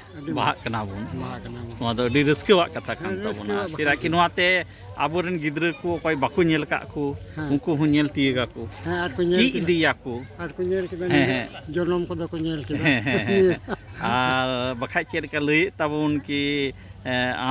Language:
Santali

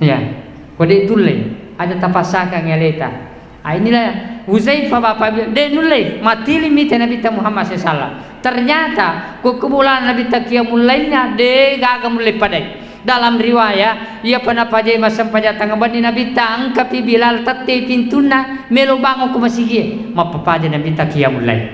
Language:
Buginese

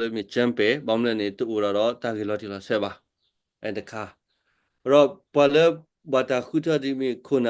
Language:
S'gaw Karen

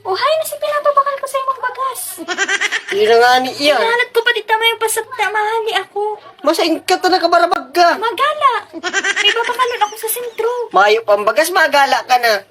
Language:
Bikol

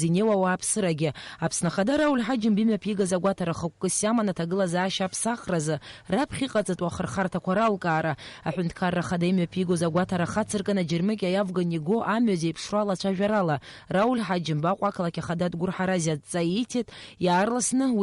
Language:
Abkhazian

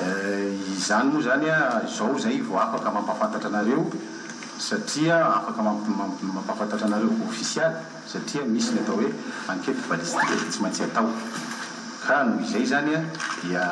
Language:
Malagasy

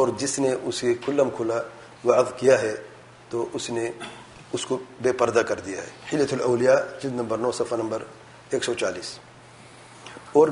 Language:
Urdu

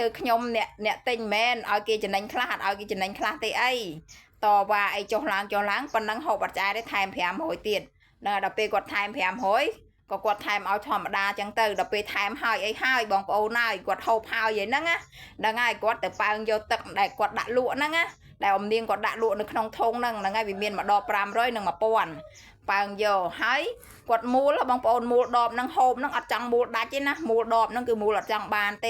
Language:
Khmer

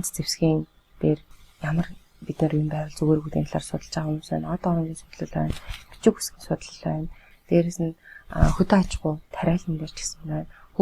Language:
Mongolian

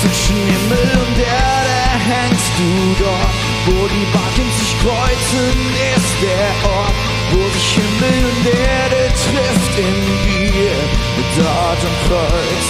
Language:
Swiss German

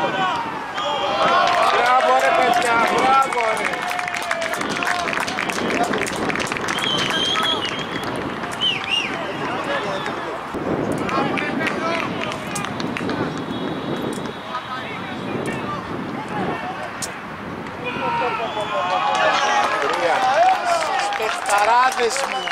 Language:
Greek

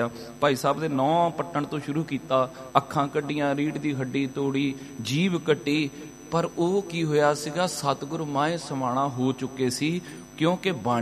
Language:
Punjabi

